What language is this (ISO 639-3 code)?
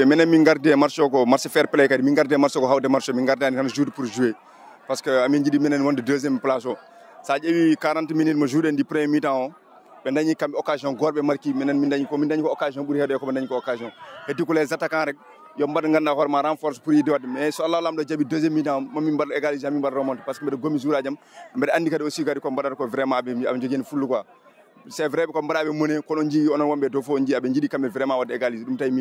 ful